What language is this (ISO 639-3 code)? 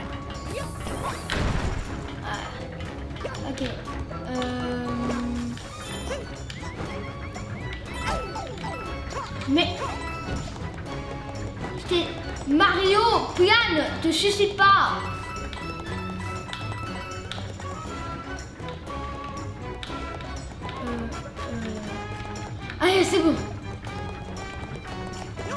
fra